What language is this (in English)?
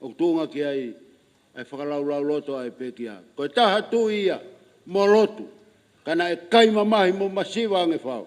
Tongan